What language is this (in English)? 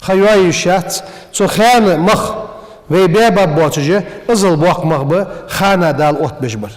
Ingush